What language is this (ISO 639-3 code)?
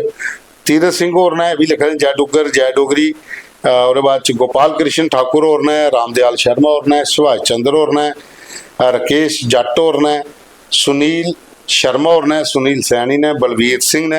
doi